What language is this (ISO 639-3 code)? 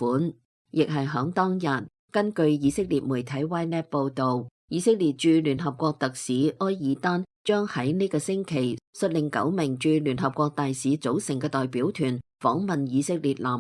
yue